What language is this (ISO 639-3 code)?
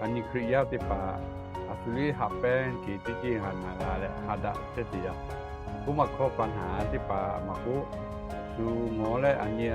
lhu